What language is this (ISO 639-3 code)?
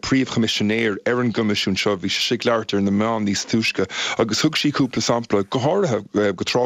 gle